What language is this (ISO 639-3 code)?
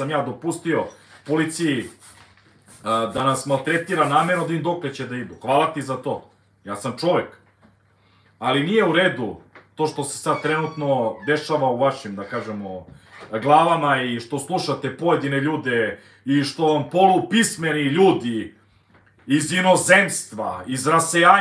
srp